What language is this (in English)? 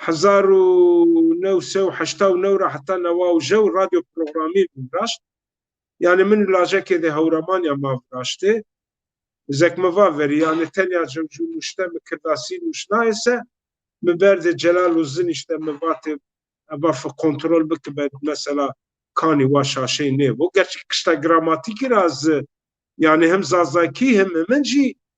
Zaza